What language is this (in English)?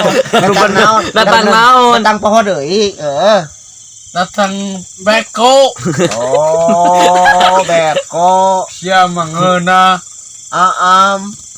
Sundanese